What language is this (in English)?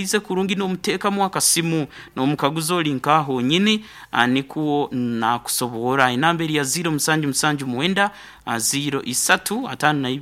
Nyankole